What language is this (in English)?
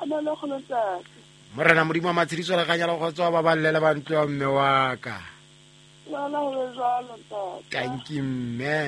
Southern Sotho